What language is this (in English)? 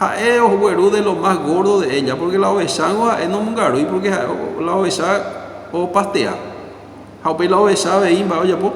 Guarani